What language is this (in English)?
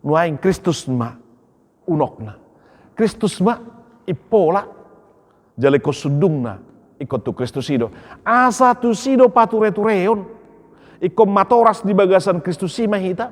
Batak Toba